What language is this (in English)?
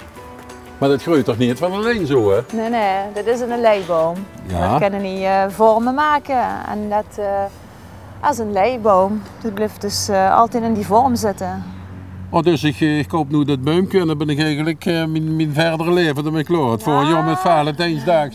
Limburgish